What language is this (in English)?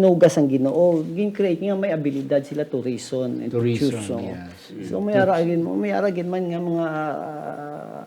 Hiligaynon